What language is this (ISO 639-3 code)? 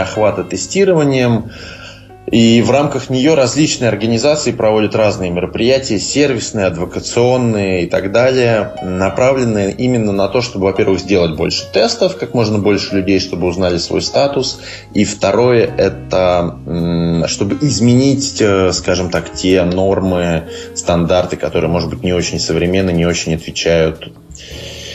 rus